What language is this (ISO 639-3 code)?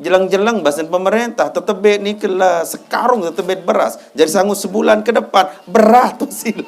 sas